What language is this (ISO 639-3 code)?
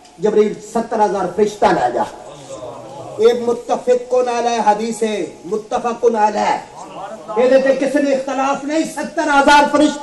urd